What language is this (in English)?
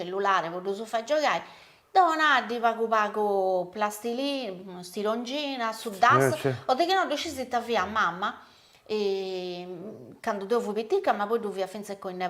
Sardinian